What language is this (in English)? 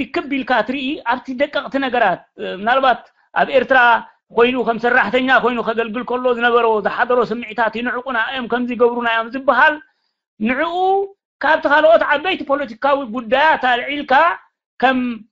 Tigrinya